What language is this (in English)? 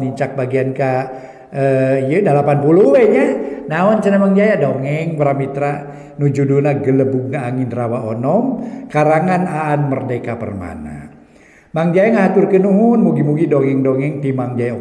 Sundanese